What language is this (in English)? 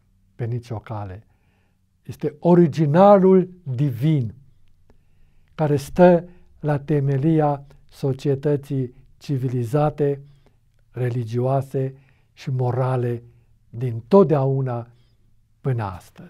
Romanian